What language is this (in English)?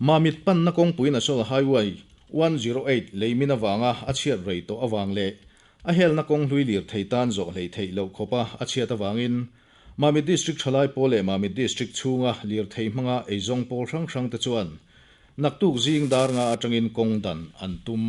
Mizo